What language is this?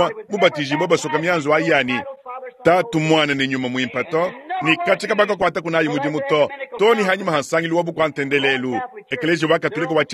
Luba-Lulua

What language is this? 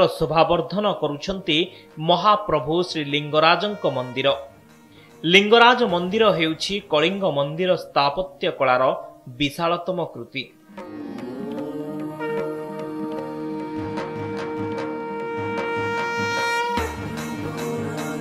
Odia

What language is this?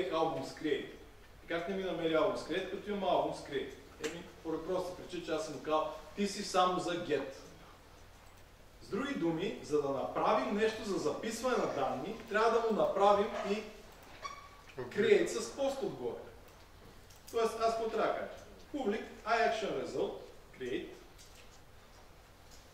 Bulgarian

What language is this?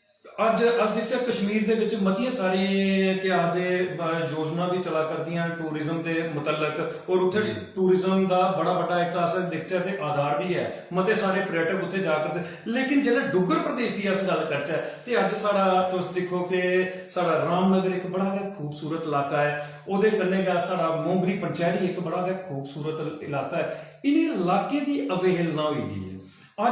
Dogri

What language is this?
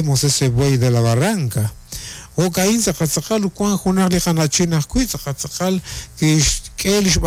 Kekchí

